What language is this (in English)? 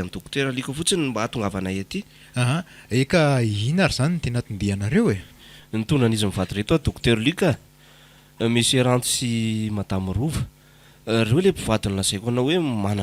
Malagasy